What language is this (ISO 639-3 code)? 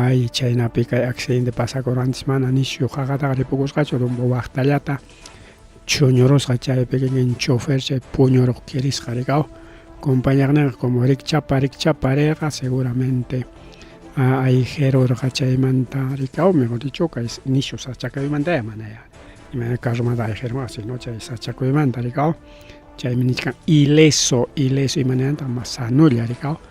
quy